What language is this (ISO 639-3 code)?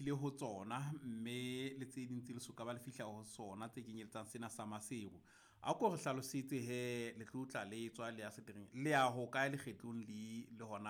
sot